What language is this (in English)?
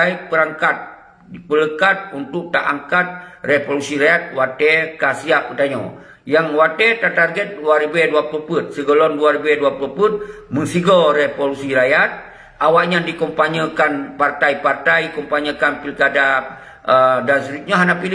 Achinese